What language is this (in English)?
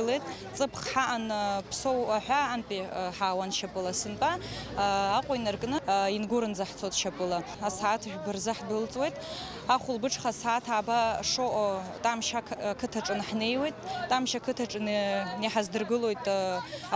Abkhazian